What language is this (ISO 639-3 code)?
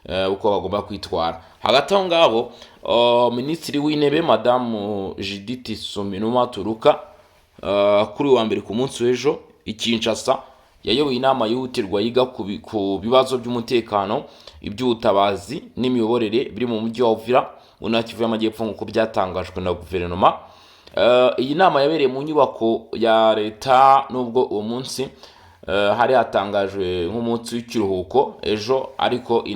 kin